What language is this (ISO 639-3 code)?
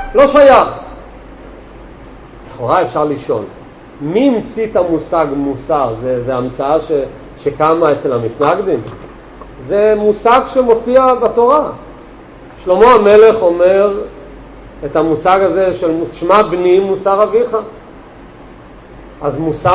heb